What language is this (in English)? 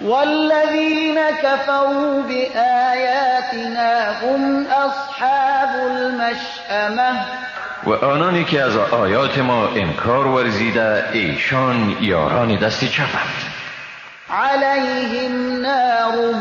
Persian